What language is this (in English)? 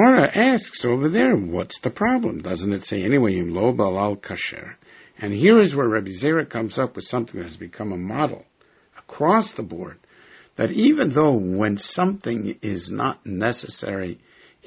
English